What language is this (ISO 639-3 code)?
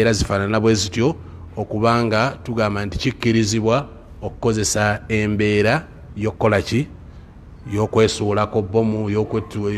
lug